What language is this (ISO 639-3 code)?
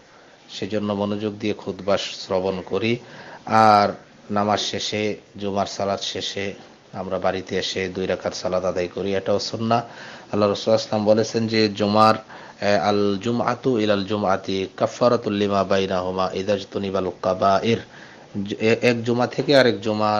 ben